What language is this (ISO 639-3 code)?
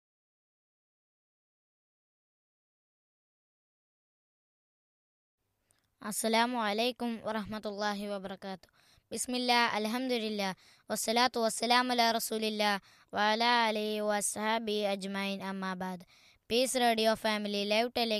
mal